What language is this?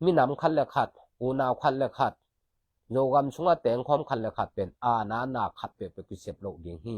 Tedim Chin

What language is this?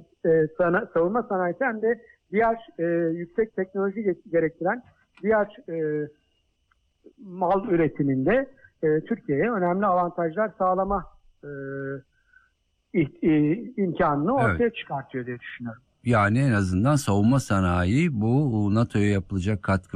Turkish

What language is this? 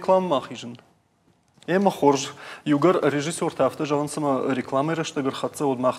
Ossetic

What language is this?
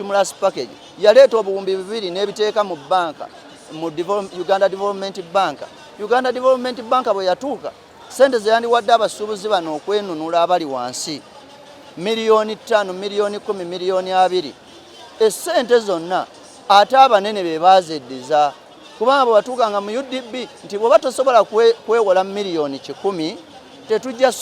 Ganda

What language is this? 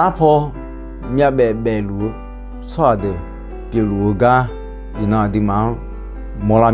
Akha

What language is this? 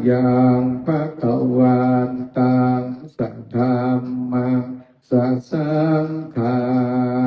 Pali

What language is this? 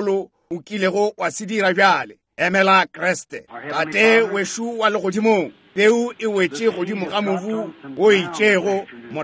Northern Sotho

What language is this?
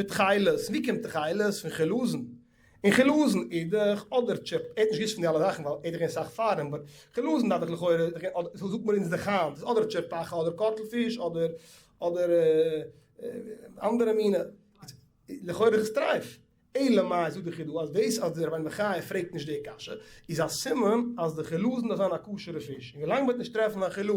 Yiddish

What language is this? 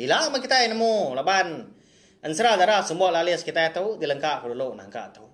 Iban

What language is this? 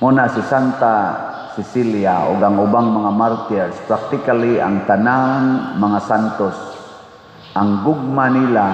Cebuano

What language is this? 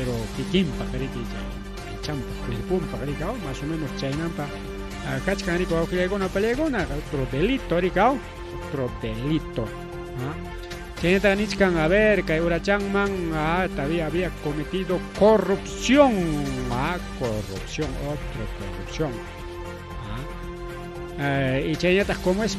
Ayacucho Quechua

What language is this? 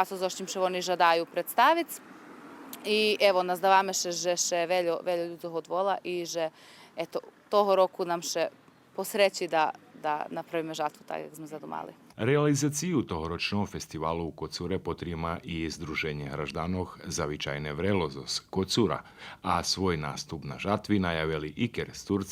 Rusyn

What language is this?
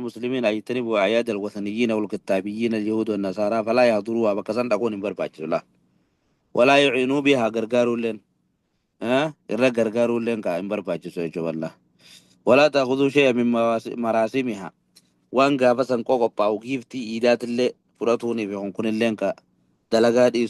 Oromo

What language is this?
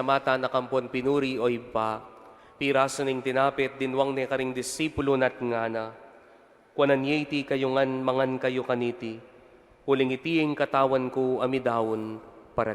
Pampanga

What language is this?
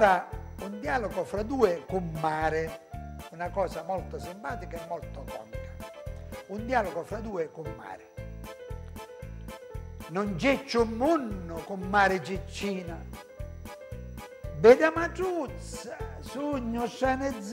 Italian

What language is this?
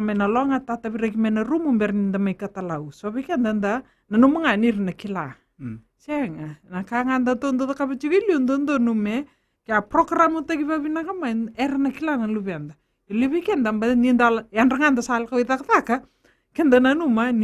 Fijian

